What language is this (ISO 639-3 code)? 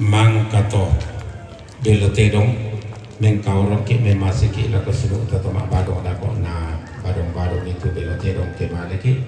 sda